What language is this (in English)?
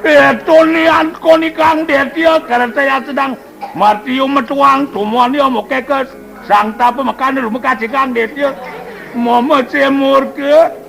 Balinese